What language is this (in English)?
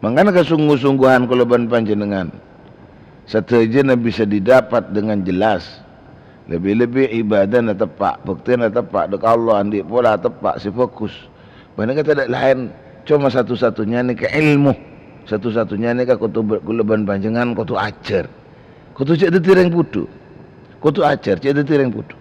Madurese